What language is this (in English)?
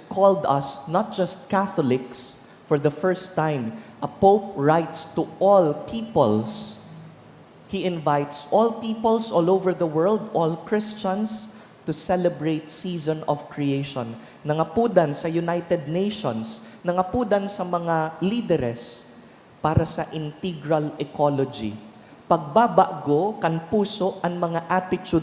Bikol